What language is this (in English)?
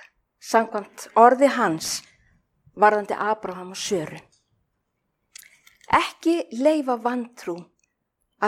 Icelandic